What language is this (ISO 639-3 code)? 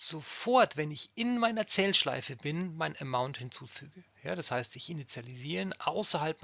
deu